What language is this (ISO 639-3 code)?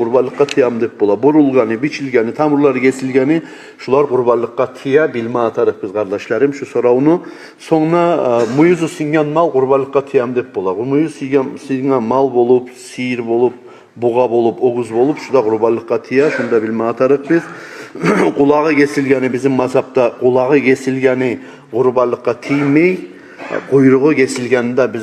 kum